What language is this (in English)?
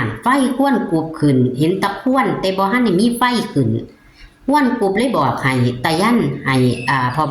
Northeastern Thai